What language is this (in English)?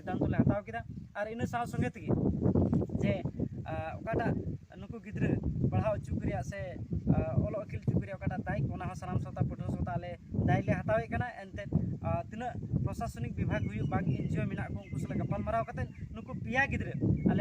Santali